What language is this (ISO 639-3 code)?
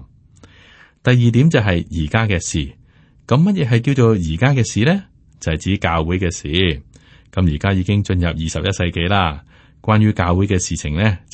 yue